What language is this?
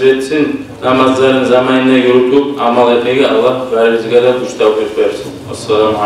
Kumyk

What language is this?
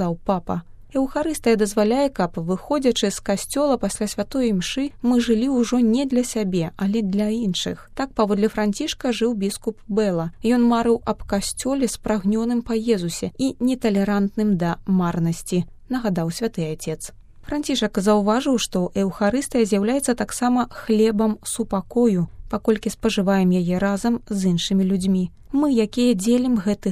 Belarusian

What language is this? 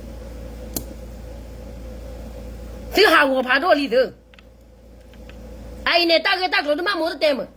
S'gaw Karen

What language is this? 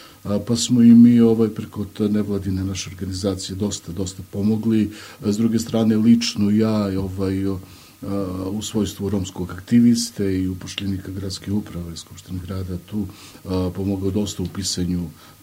Serbian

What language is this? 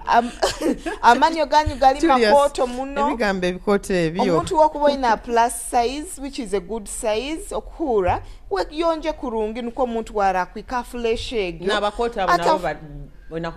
Nyoro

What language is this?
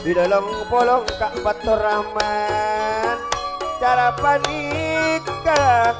Madurese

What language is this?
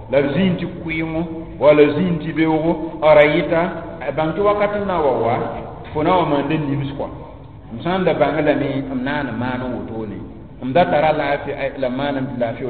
Mossi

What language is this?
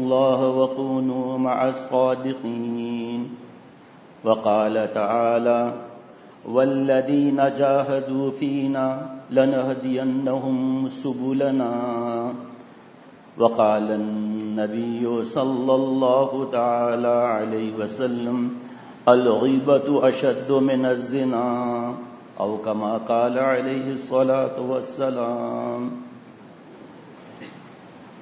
Urdu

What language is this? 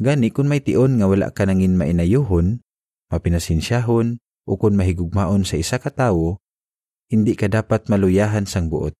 Hiligaynon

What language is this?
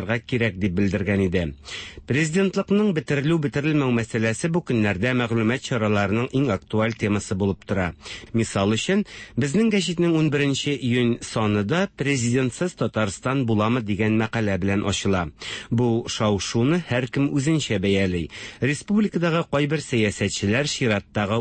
Tatar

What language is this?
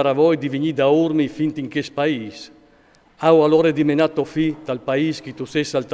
Friulian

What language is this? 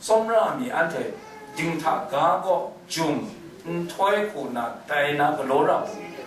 Kachin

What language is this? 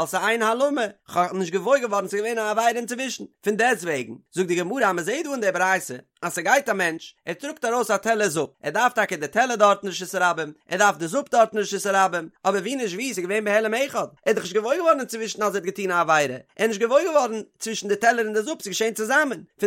Yiddish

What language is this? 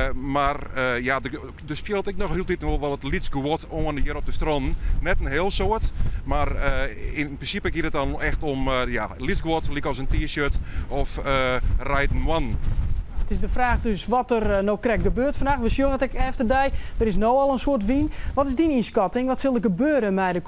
Western Frisian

